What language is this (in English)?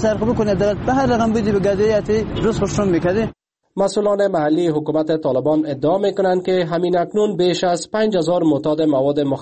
Persian